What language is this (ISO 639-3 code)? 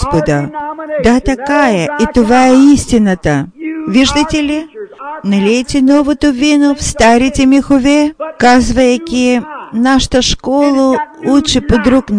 bul